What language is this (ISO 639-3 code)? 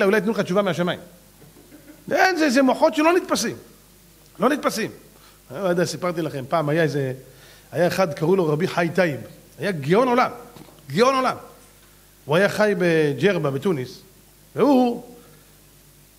heb